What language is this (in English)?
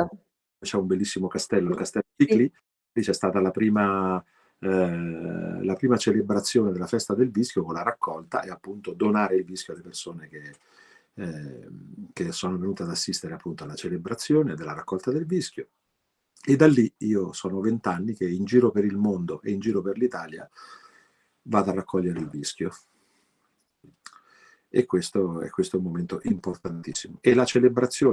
Italian